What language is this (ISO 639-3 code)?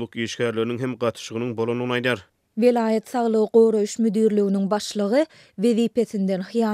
tuk